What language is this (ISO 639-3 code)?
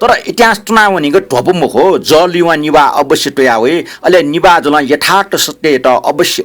new